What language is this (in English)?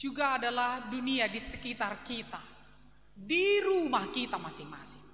Batak Simalungun